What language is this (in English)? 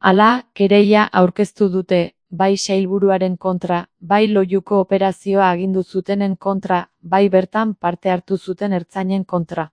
Basque